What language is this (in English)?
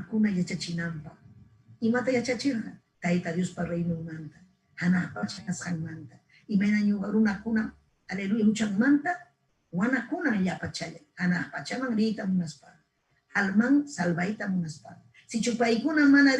Ayacucho Quechua